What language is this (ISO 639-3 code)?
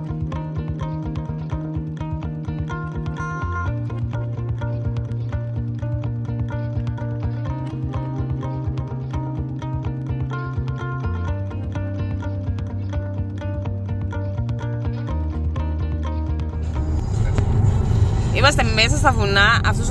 ell